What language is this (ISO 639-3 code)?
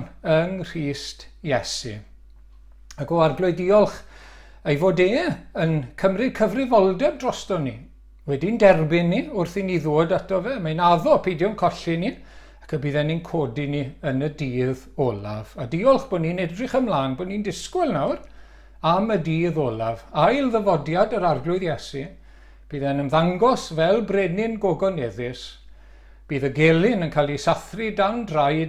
cym